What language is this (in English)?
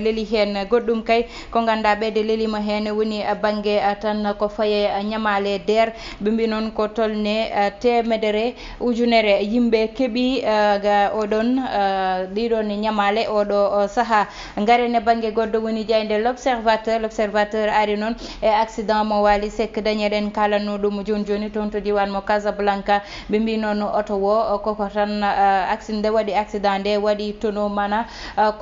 Fula